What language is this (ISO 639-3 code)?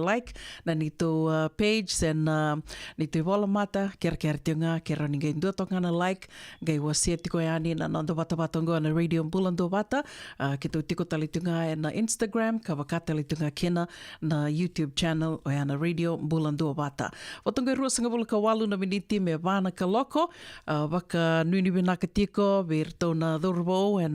fij